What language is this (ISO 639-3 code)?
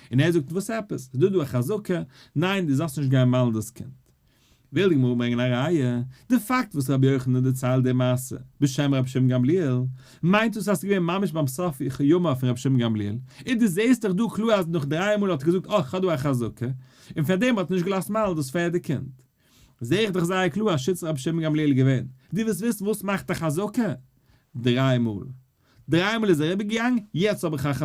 yid